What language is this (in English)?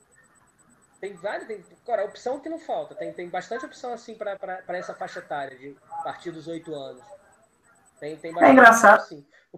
Portuguese